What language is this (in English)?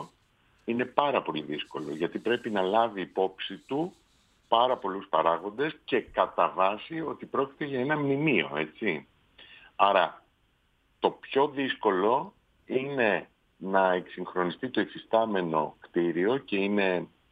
Greek